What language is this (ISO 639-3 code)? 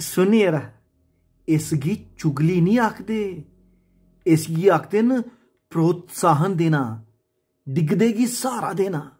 doi